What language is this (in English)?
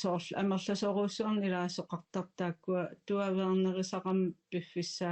Kalaallisut